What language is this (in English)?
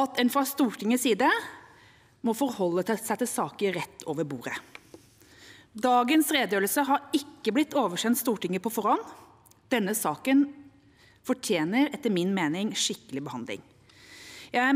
Norwegian